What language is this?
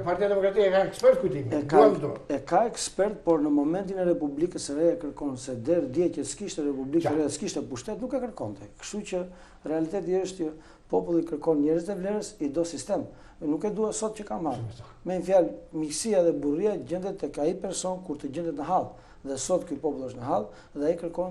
Albanian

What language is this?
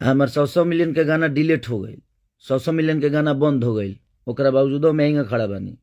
Bhojpuri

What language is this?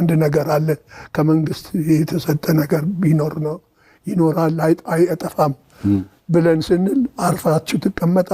Amharic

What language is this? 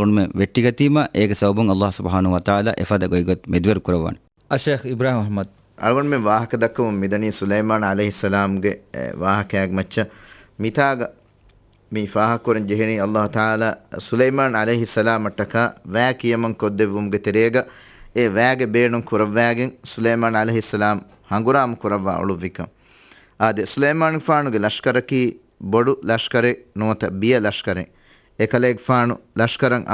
Divehi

